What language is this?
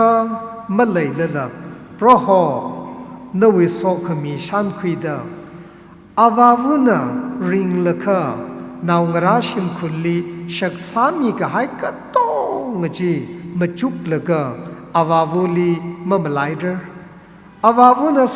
Tangkhul Naga (India)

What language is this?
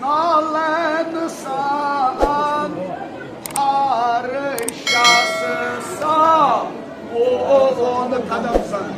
Kashmiri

